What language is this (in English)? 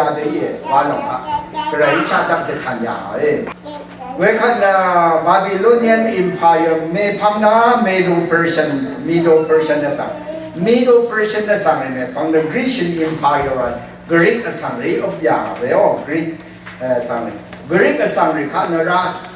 Rawang